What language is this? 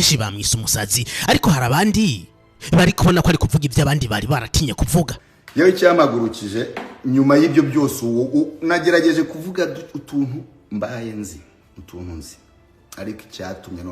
Rundi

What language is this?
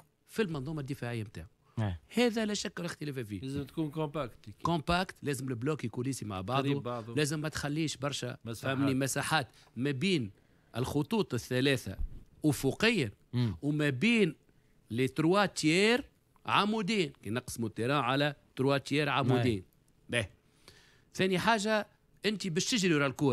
Tunisian Arabic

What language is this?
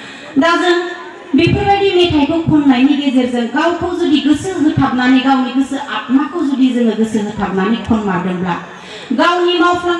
Bodo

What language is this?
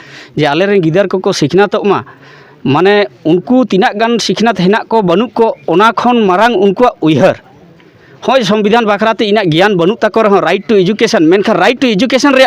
Santali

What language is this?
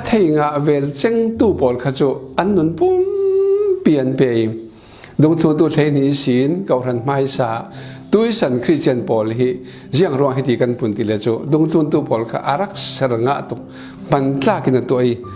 Falam Chin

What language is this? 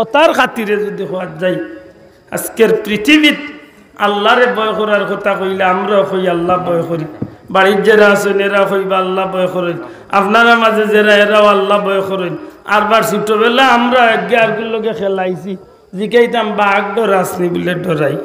Sylheti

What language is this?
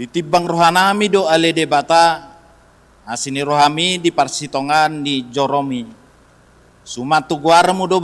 Batak Toba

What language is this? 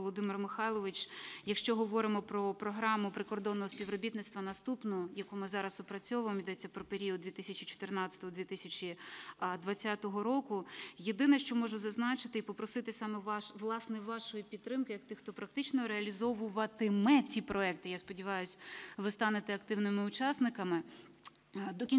Ukrainian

